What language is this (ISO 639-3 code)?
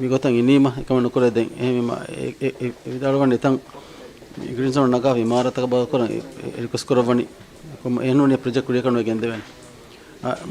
div